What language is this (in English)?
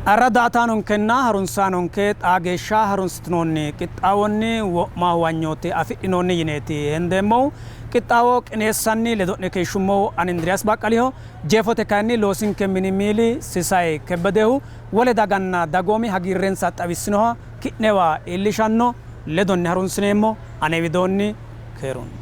Sidamo